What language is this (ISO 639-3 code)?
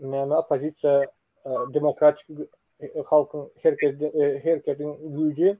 tuk